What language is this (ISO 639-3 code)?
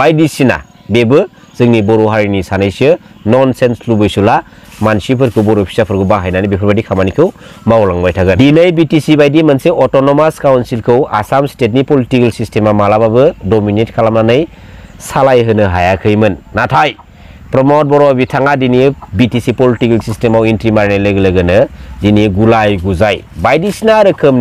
brx